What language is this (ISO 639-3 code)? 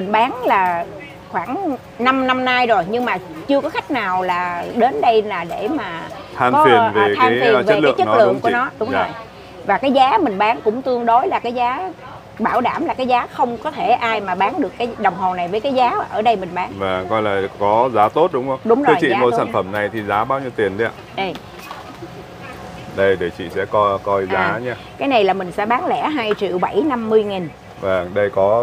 vie